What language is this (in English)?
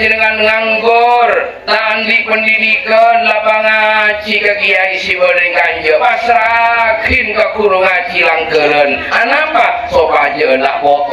Madurese